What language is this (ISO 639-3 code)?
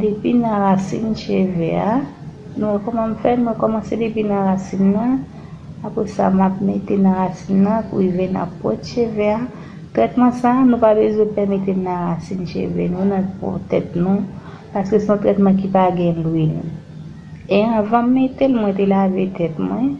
hat